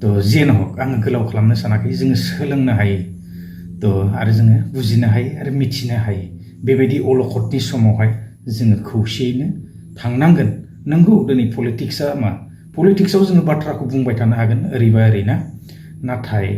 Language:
Bodo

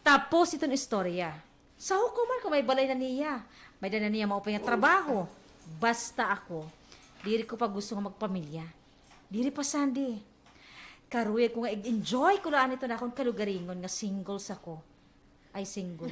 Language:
Waray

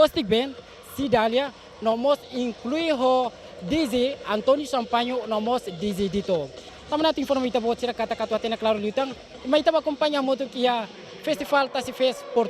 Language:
Tetum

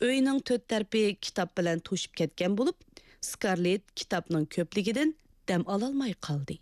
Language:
Uyghur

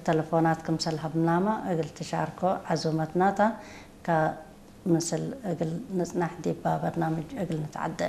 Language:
Tigre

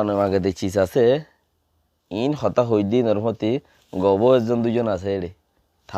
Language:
Rohingya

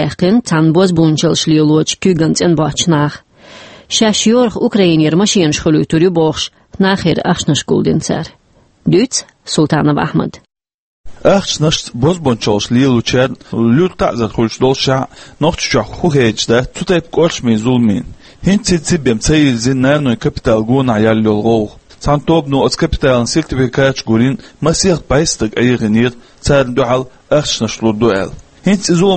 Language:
Chechen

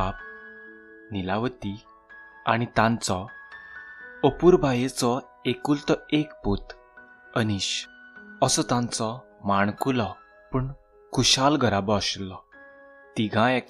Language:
Konkani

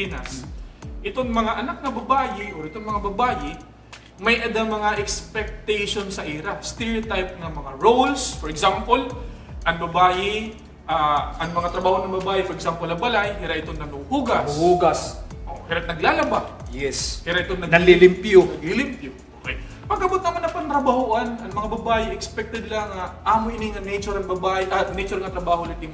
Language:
Waray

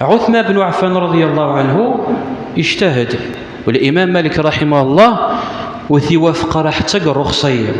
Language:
Kabyle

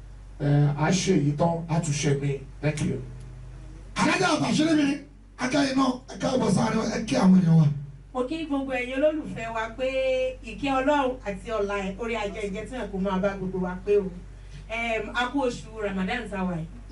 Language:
Yoruba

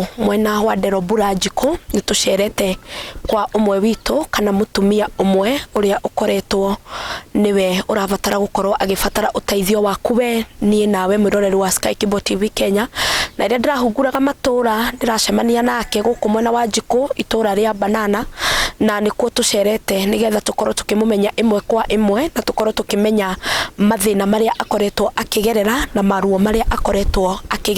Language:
Kikuyu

